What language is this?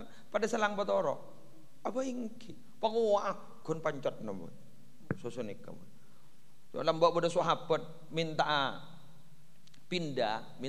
Madurese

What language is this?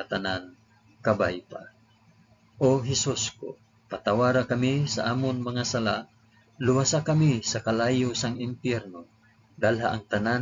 Hiligaynon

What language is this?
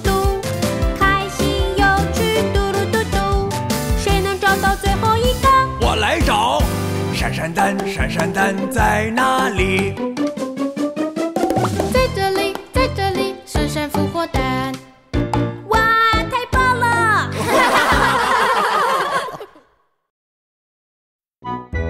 Chinese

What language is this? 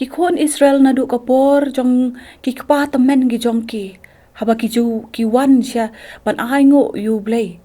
Khasi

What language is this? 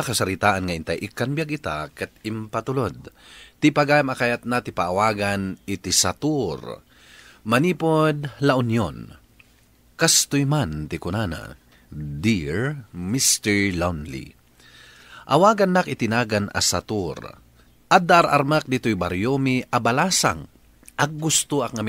Iloko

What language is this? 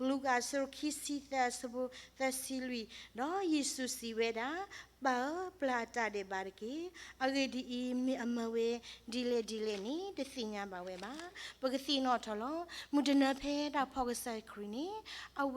S'gaw Karen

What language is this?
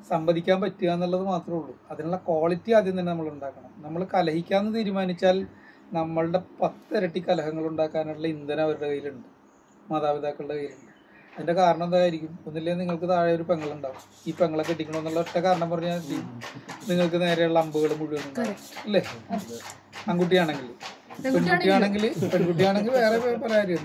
Malayalam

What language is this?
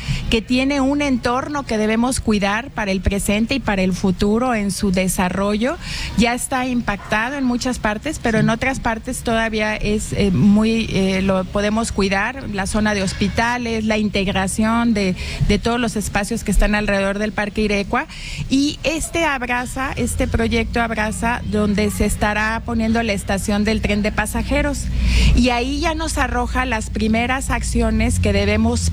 Spanish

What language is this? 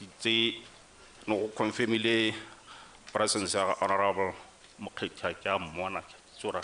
Tswana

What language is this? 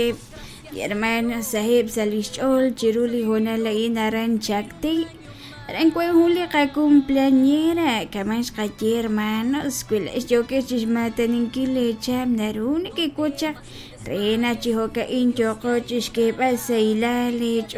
Kekchí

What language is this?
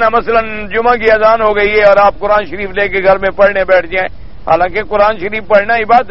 Urdu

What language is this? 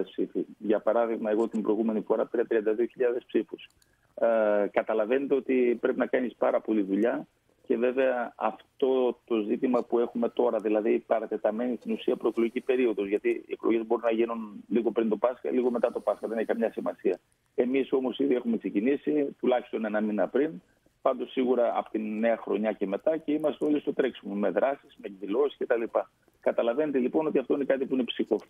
Greek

